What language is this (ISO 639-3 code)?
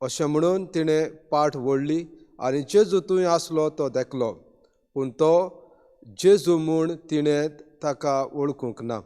kok